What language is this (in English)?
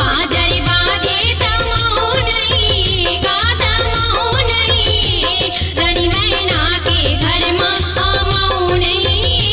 Chhattisgarhi